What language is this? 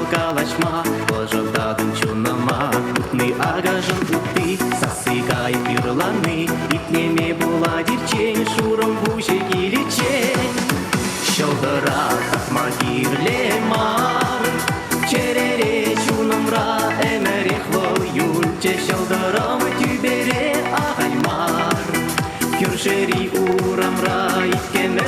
Chuvash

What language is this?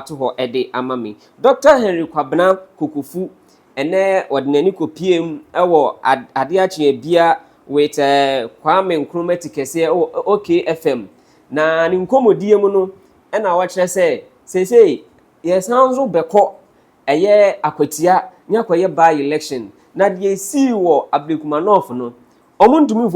Akan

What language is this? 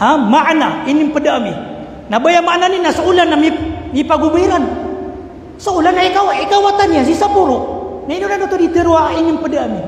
Maranao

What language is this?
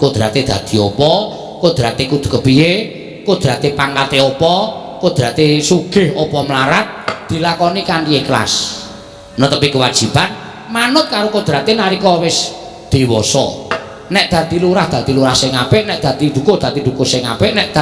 Javanese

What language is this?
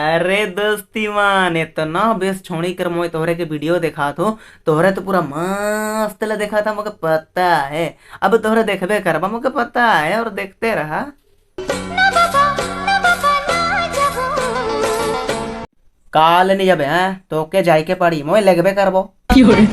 Sadri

